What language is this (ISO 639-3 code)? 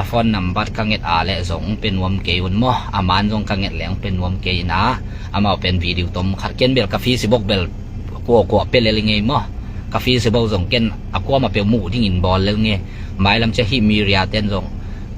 ctd